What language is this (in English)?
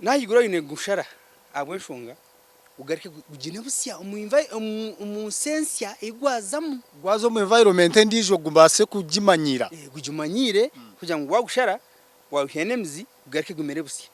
Nyankole